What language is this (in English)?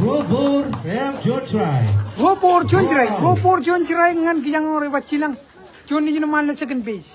Marshallese